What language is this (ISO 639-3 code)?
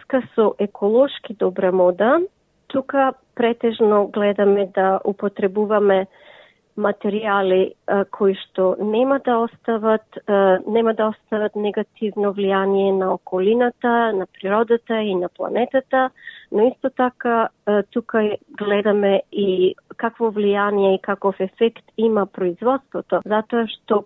mkd